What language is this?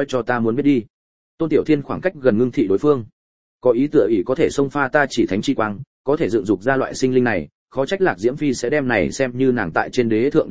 Vietnamese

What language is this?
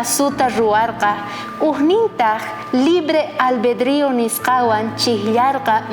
South Bolivian Quechua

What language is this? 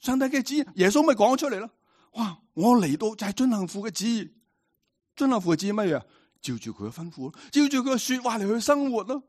Cantonese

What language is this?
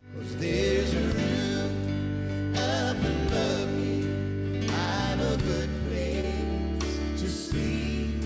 Gilbertese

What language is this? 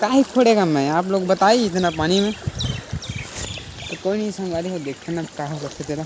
Chhattisgarhi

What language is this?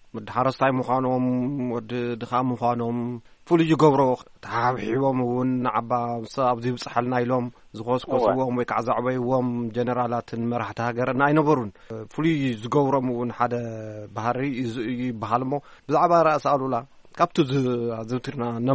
Tigrinya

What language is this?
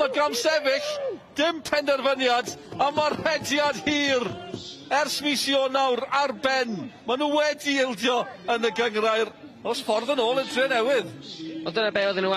Welsh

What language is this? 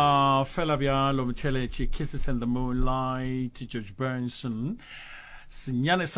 Northern Sotho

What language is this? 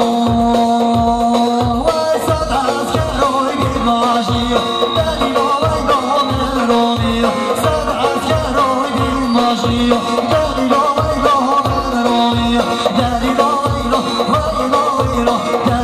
Persian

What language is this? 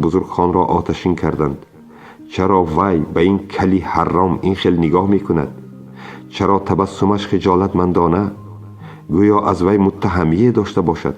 Tajik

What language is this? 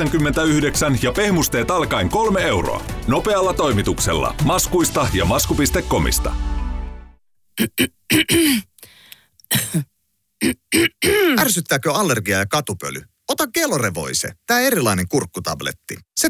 Finnish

